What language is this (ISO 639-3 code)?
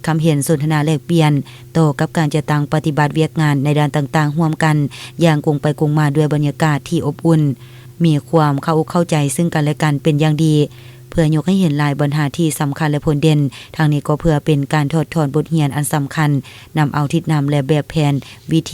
lao